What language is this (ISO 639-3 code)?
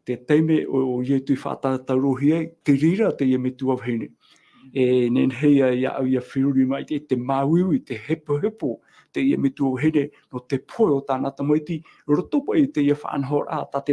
tah